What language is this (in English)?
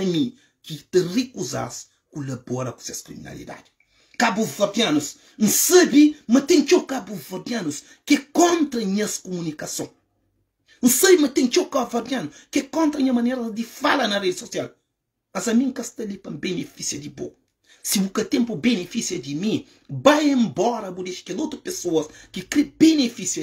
Kabuverdianu